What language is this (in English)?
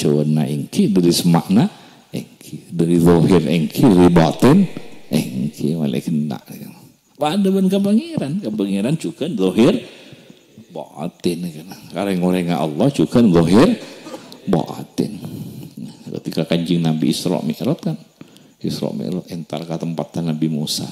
Madurese